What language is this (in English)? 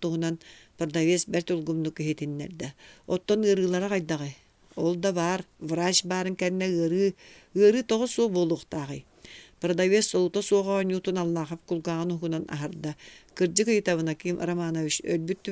Yakut